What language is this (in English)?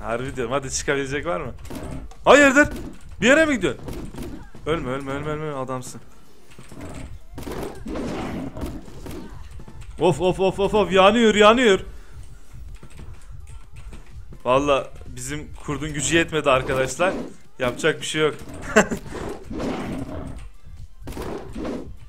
Turkish